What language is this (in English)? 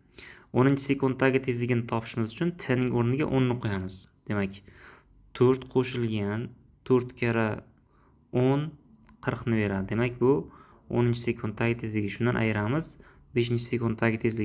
Uzbek